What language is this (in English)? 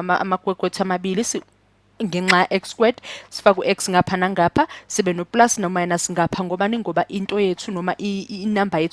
Zulu